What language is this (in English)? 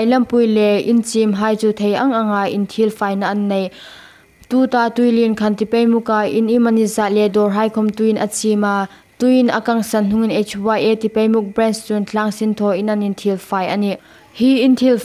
Hmar